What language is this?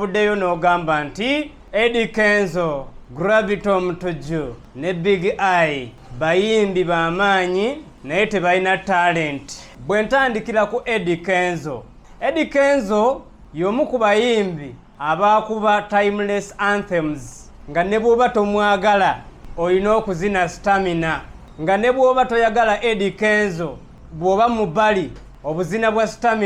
Ganda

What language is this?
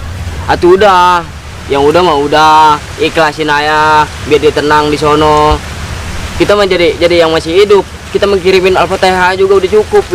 Betawi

